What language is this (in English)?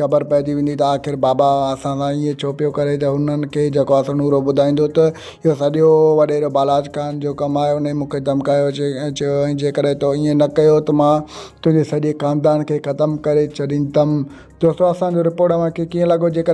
Sindhi